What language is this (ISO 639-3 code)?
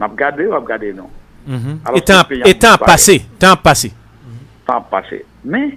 hat